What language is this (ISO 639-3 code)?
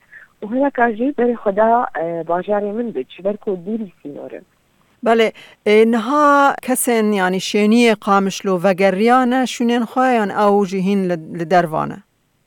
kur